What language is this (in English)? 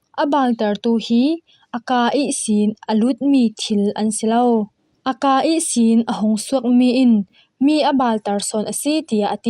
Falam Chin